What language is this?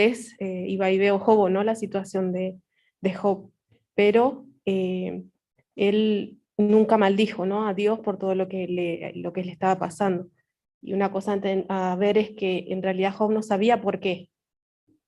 Guarani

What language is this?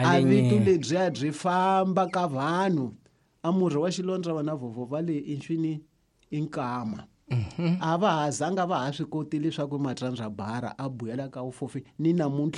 Tsonga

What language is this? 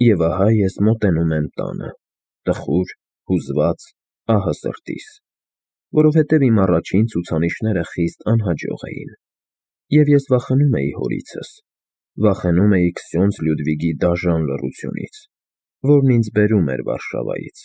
Armenian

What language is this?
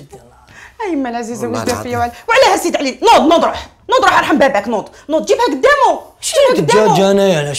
Algerian Arabic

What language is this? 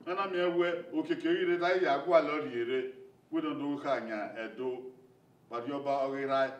Bini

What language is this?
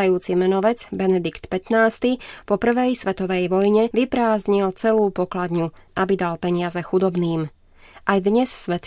Slovak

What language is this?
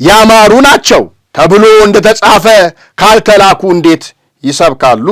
Amharic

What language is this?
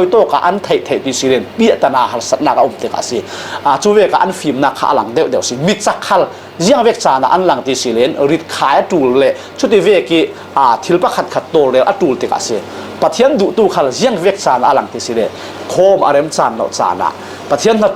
Falam Chin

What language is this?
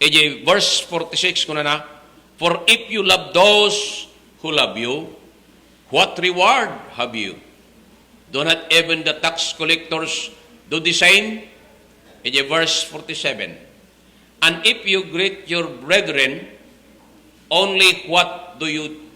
Iloko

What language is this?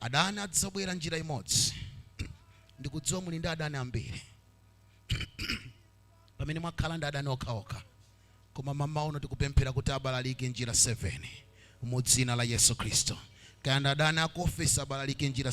Nyanja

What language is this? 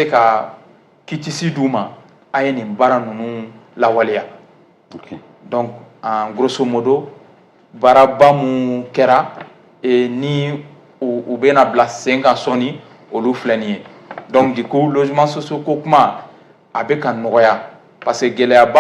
Bambara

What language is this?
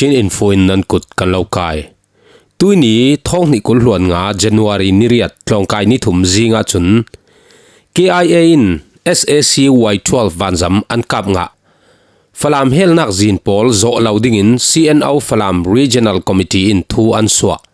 Falam Chin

